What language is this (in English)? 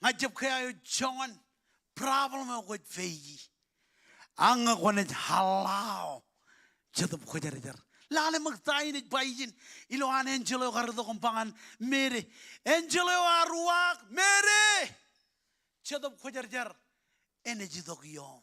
Marshallese